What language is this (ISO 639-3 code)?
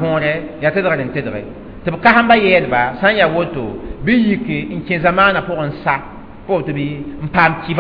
mos